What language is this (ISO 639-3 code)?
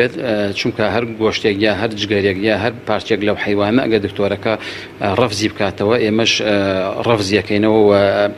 ckb